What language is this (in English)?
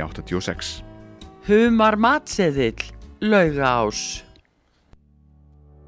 Icelandic